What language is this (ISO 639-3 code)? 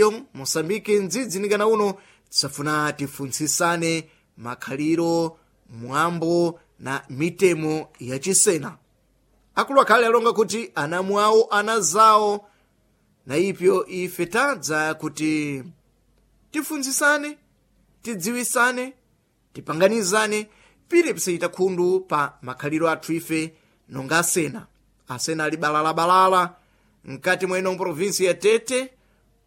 seh